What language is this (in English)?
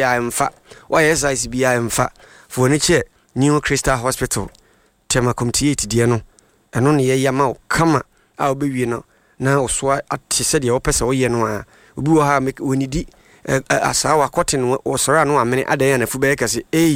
Akan